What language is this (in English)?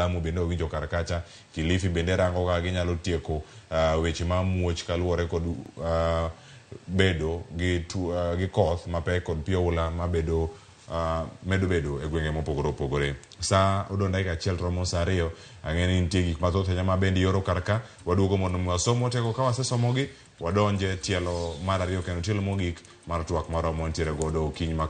Luo (Kenya and Tanzania)